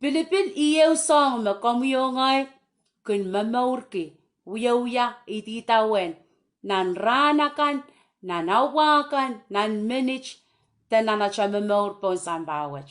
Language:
Pohnpeian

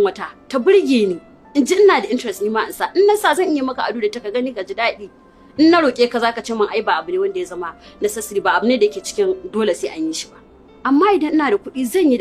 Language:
Hausa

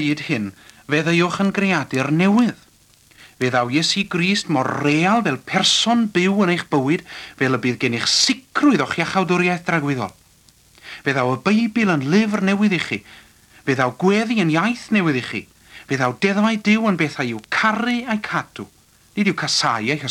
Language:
Welsh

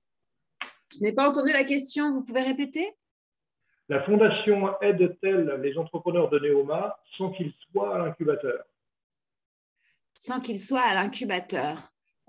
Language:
French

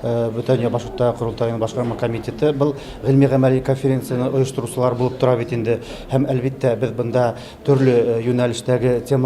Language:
Bashkir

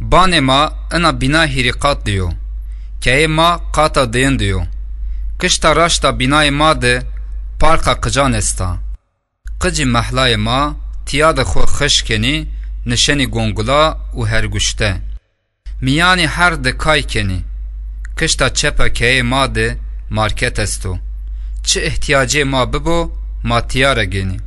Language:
Zaza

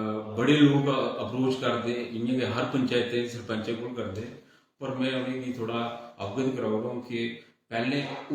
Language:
Dogri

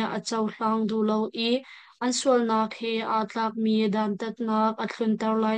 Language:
Hakha Chin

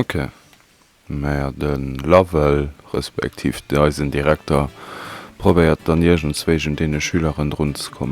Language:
Luxembourgish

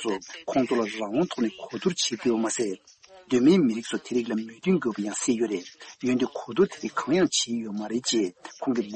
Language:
Tibetan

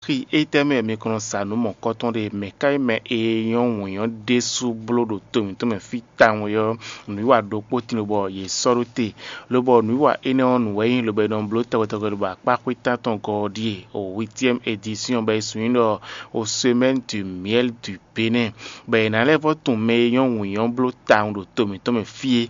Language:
Fon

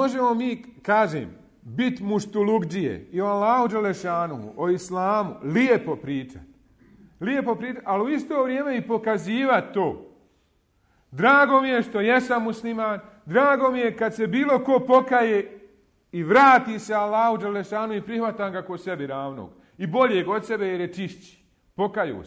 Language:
Bosnian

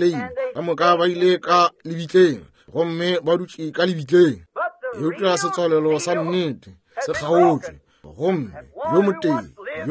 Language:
Northern Sotho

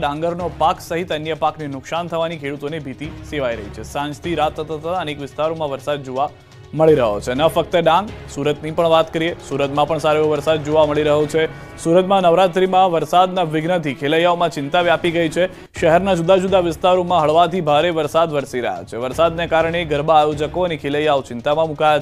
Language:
Gujarati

